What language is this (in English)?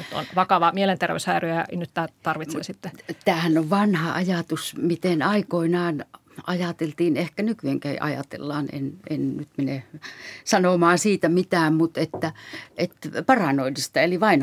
Finnish